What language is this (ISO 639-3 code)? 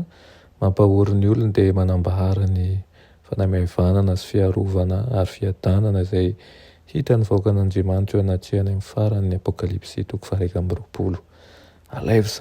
mlg